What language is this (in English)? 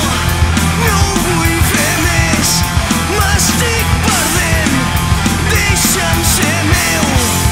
Catalan